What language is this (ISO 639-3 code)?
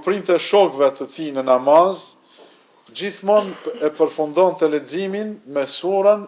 sqi